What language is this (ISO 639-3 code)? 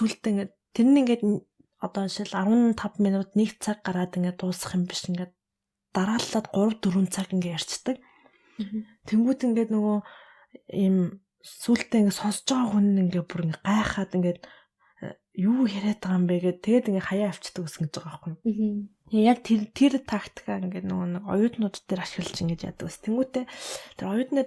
mon